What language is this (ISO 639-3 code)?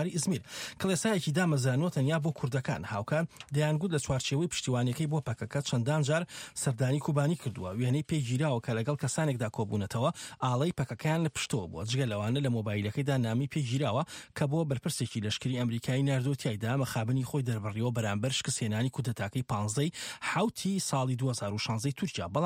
ckb